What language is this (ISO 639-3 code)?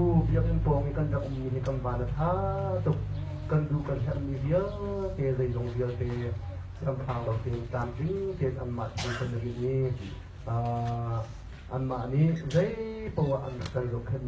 cnh